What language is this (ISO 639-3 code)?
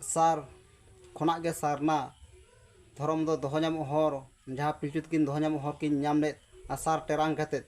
sat